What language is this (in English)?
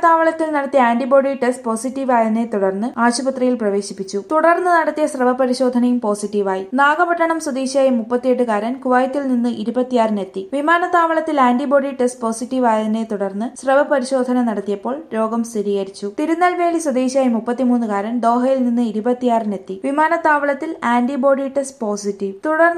Malayalam